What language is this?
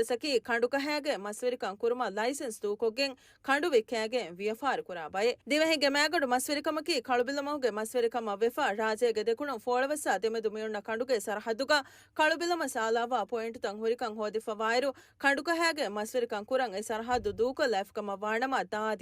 Divehi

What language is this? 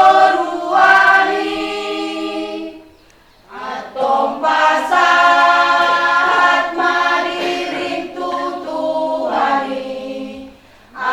Batak Toba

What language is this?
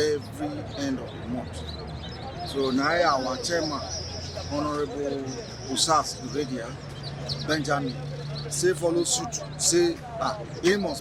Nigerian Pidgin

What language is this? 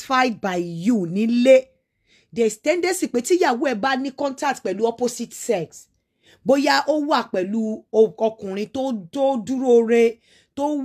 Yoruba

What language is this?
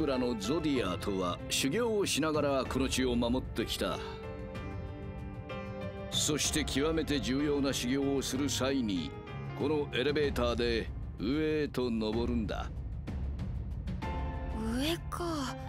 Japanese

